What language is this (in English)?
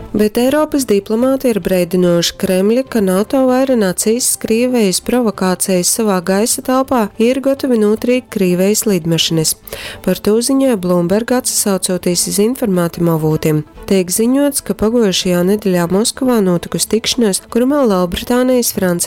Latgalian